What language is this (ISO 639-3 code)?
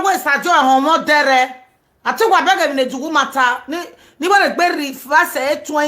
pcm